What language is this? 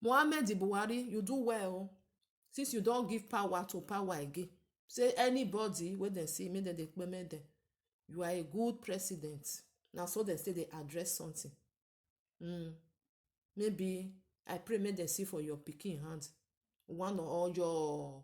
Nigerian Pidgin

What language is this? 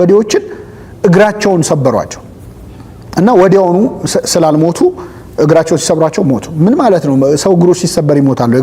Amharic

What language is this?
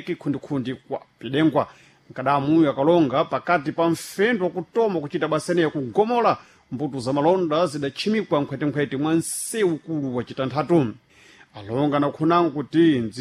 Sena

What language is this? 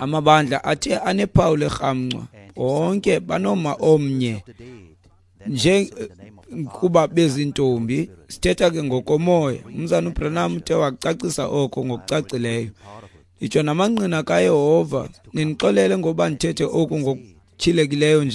Xhosa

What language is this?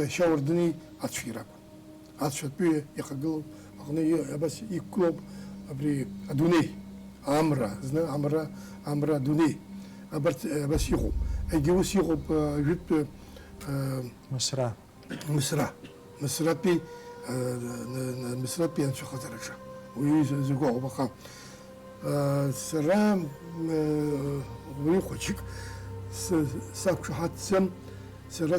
Abkhazian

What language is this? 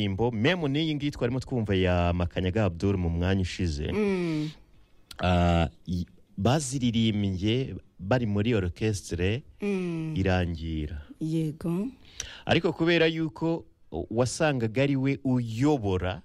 Kinyarwanda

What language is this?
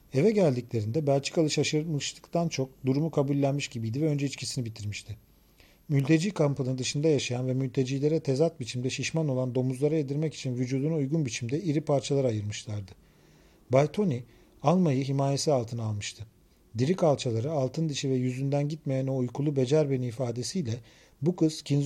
Turkish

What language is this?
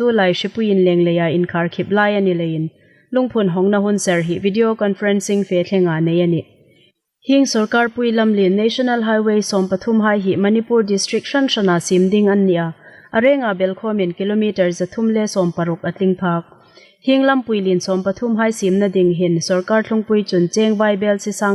Hmar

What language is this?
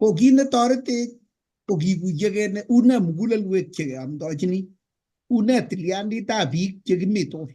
Kalenjin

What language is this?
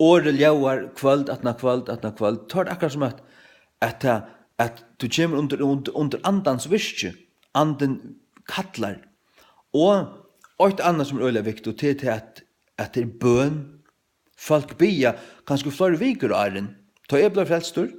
Faroese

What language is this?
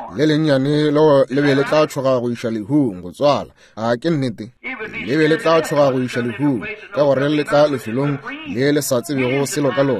Northern Sotho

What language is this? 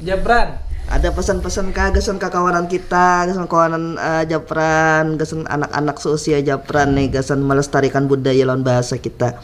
Banjar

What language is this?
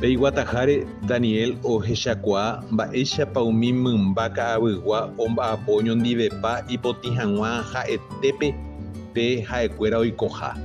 Guarani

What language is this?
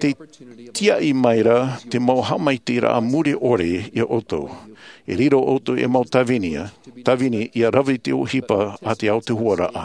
Tahitian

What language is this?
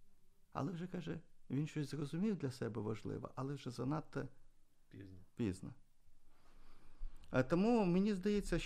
Ukrainian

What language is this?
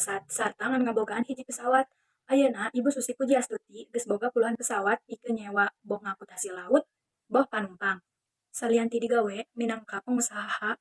Sundanese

